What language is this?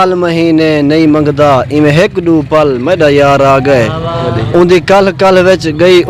Saraiki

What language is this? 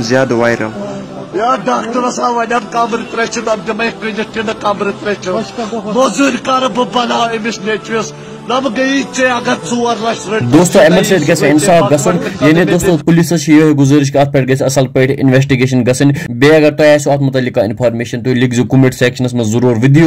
Kashmiri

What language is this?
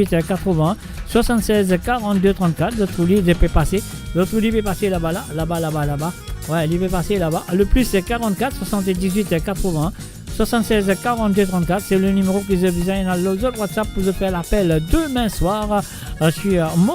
Morisyen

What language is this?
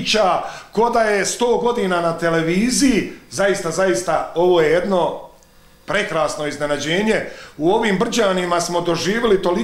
Bosnian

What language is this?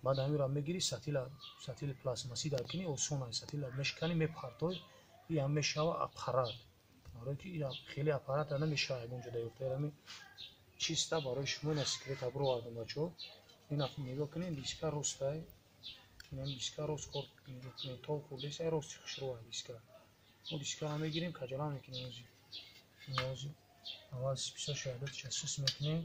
Tajik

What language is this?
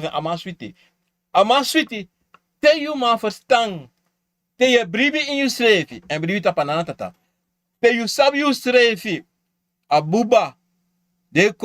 Sranan Tongo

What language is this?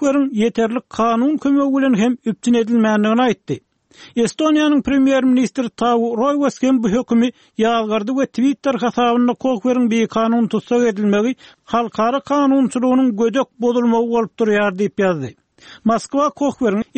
Turkmen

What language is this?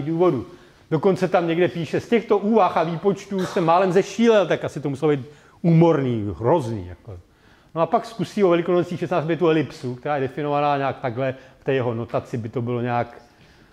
Czech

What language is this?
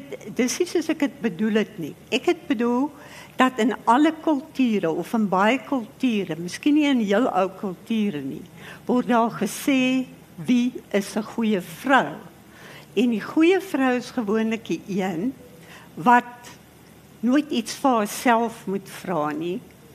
Afrikaans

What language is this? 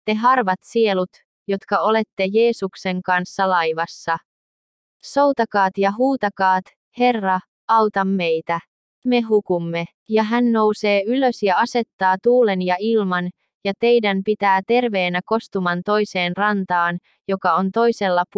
Finnish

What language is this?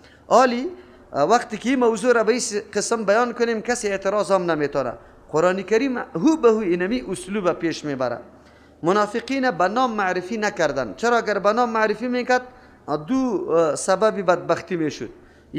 Persian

